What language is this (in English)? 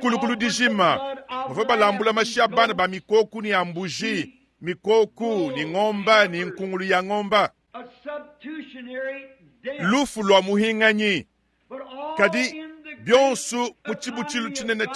Luba-Lulua